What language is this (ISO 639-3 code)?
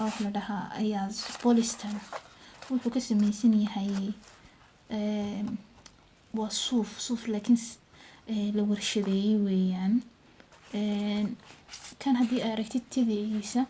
som